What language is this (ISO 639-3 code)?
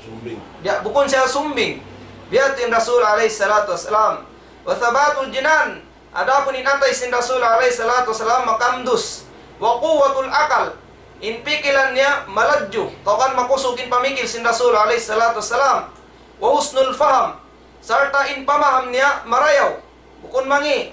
tsg